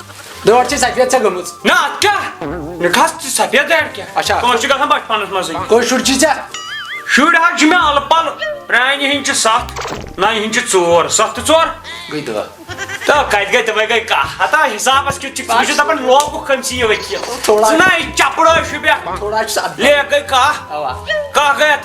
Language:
Kashmiri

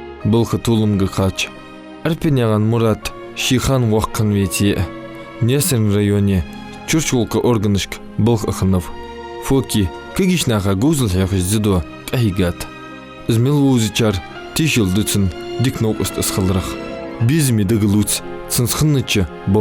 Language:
Ingush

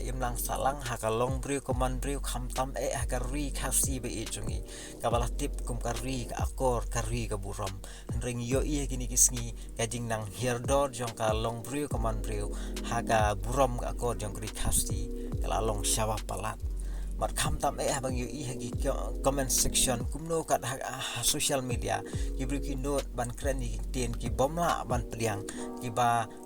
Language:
Khasi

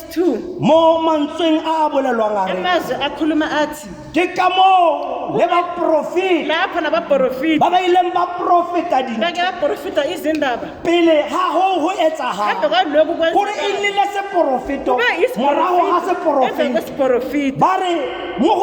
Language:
Tswana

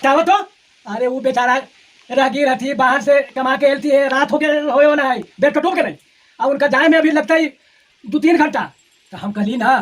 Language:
Magahi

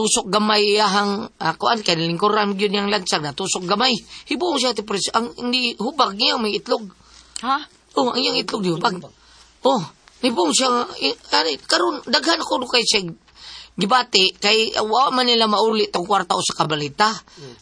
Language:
Cebuano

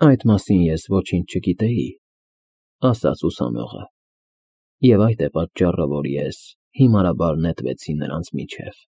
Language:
Armenian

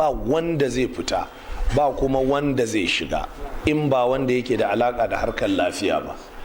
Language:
Hausa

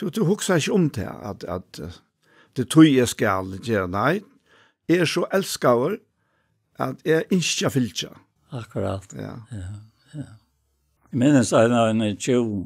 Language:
Faroese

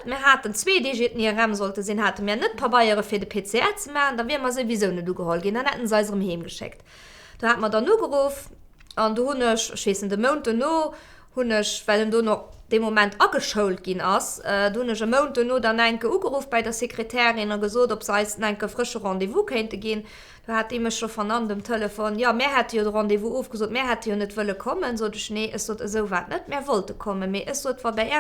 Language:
Luxembourgish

